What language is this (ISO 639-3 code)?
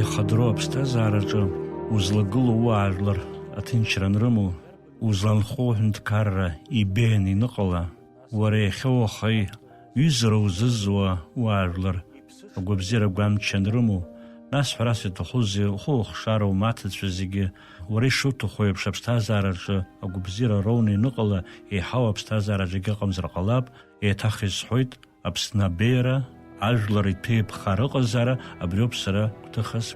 abk